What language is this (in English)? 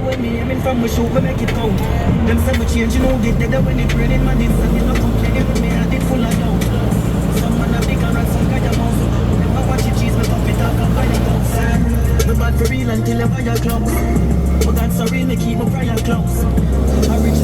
Jamaican Creole English